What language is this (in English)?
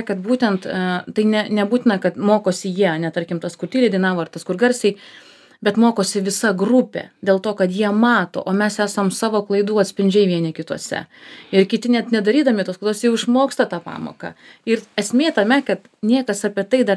Lithuanian